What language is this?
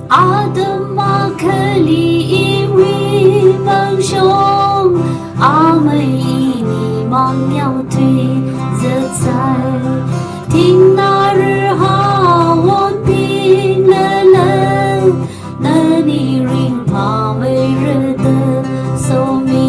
Tangkhul Naga (India)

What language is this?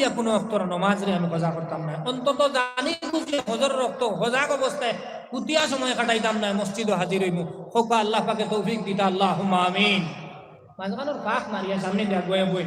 Sylheti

